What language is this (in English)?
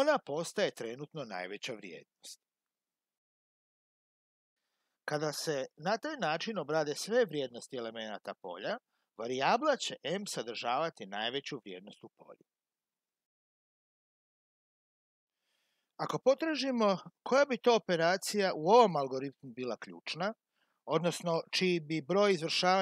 Croatian